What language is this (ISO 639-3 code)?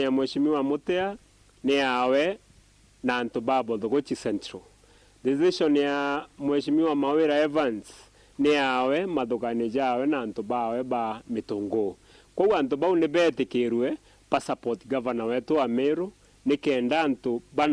mer